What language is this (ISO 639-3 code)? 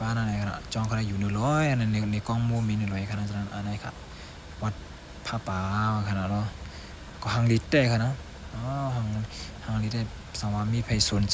shn